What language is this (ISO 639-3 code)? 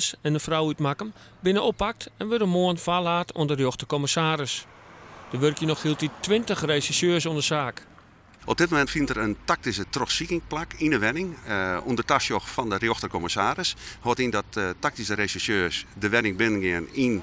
fry